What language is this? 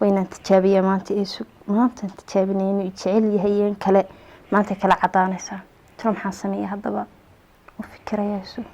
Somali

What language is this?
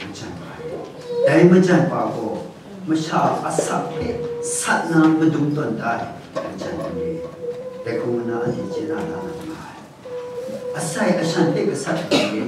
Kachin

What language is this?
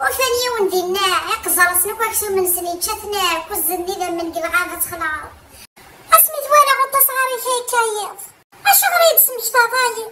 Kabyle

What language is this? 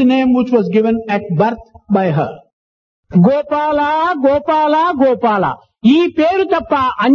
Telugu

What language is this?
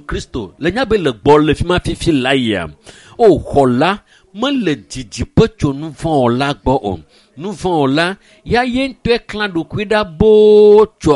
Ewe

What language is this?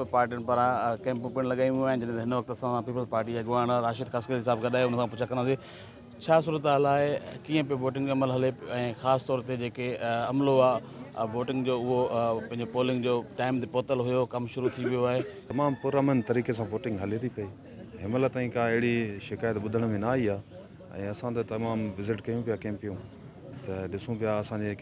Sindhi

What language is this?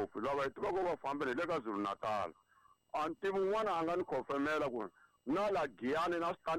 Tsonga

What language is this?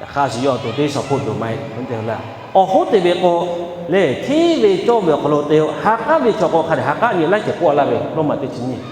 Lahu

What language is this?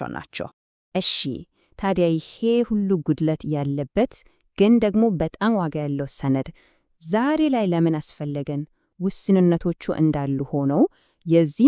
Amharic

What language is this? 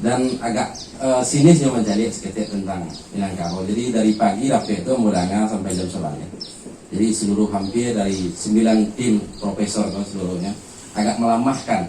Minangkabau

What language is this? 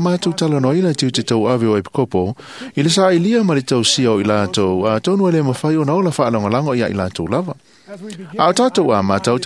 Samoan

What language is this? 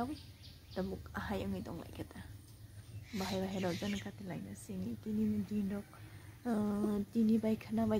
Kok Borok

